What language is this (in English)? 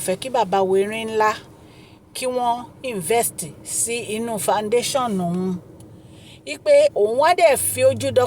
Yoruba